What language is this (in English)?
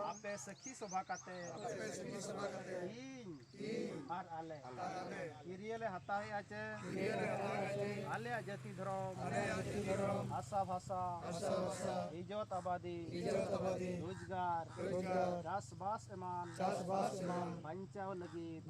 Santali